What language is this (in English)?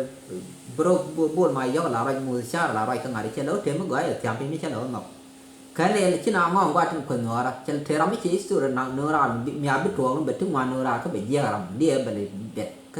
Nuer